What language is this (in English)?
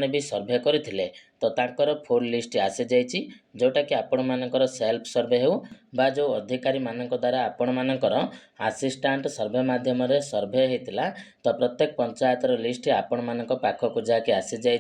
Odia